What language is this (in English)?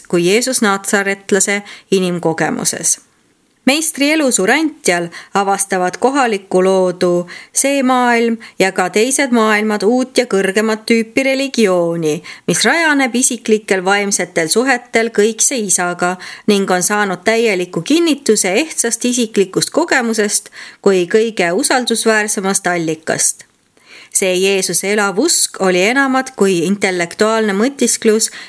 Estonian